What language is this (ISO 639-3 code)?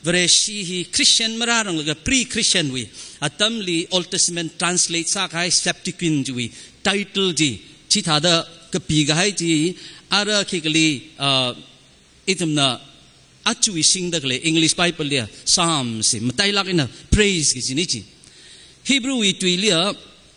nmf